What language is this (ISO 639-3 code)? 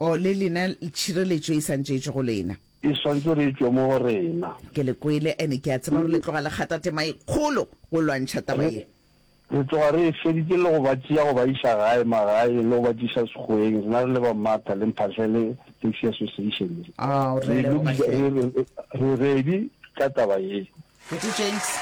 nso